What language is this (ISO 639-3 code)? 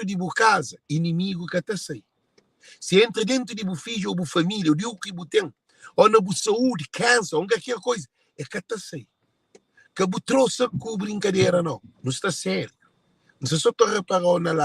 kea